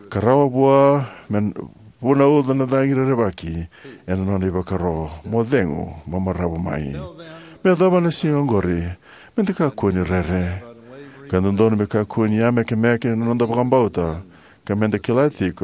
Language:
Fijian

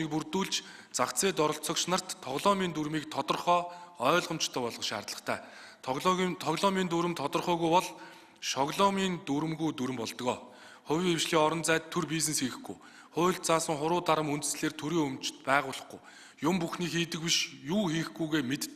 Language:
Mongolian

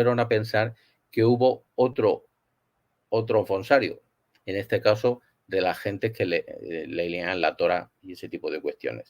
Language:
Ladino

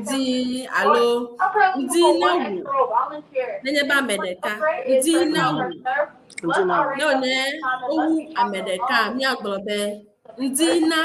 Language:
Ewe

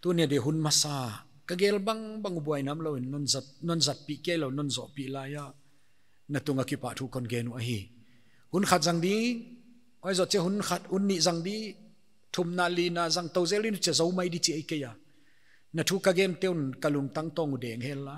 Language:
Paite Chin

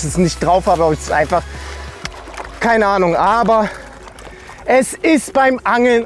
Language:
German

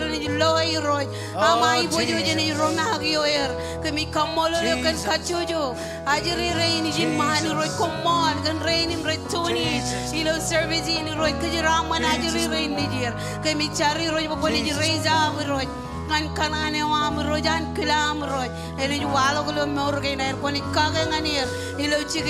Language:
Marshallese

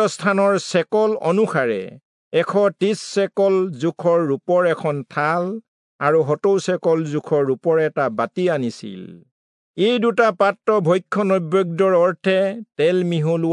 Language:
Assamese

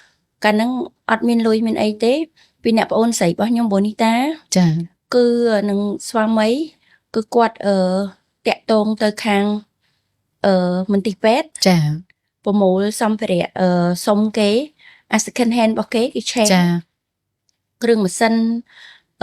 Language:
Khmer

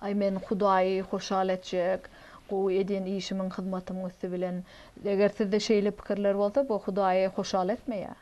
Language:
Turkmen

